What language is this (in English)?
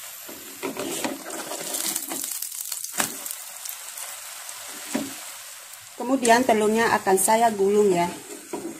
Indonesian